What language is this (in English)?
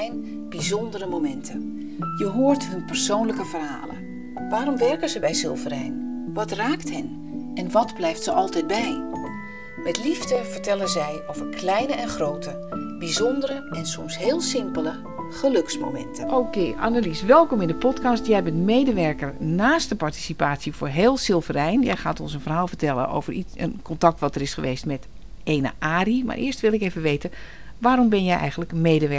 Dutch